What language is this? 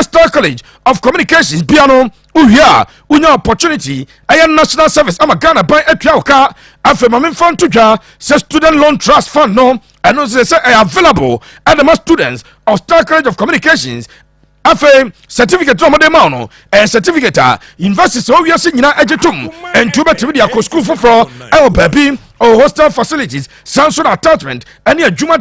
Akan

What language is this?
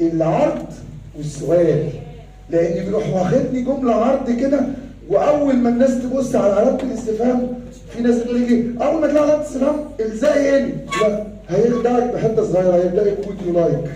Egyptian Arabic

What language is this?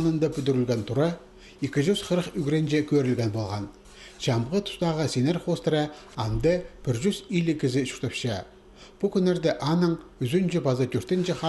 Khakas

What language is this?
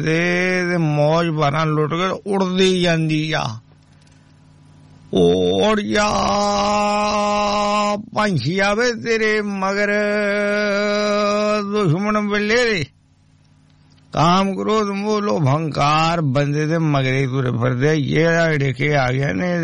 Punjabi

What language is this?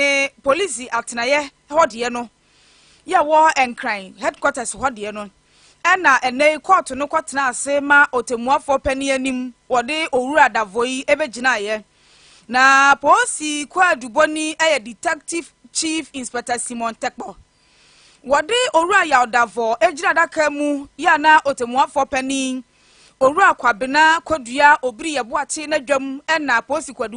Akan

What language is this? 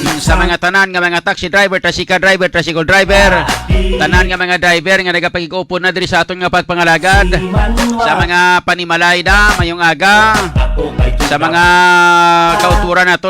Hiligaynon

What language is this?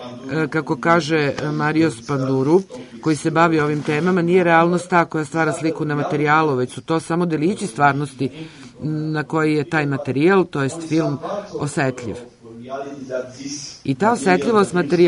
Serbian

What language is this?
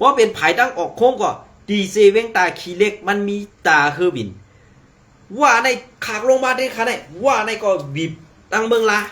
Shan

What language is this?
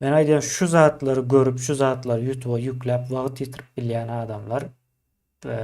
Turkmen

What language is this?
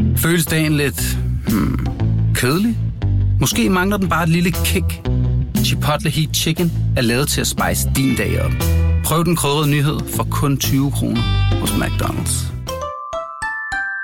Danish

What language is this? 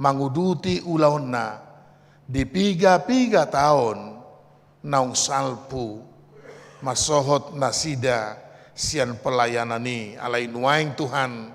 Batak Toba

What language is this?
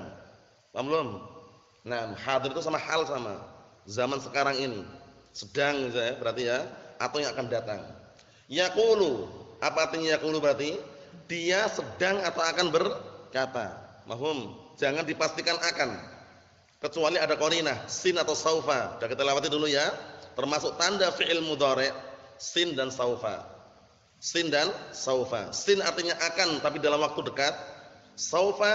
Indonesian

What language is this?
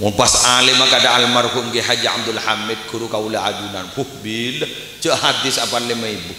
Madurese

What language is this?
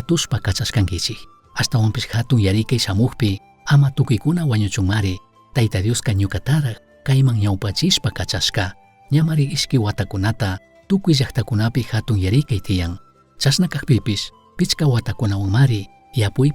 Chimborazo Highland Quichua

